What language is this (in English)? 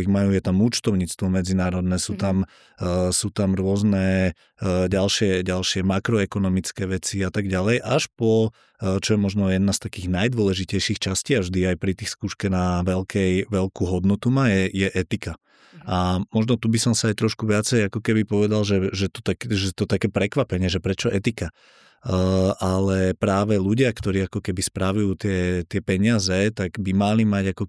Slovak